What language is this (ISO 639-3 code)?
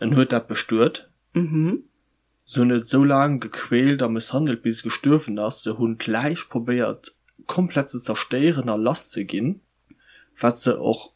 ltz